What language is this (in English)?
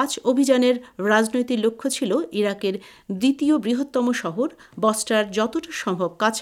Bangla